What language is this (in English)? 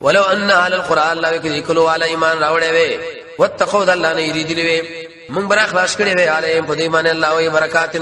Pashto